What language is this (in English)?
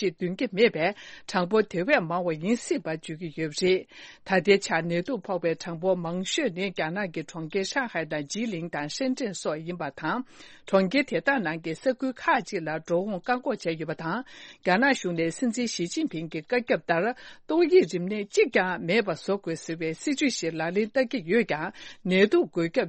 Tibetan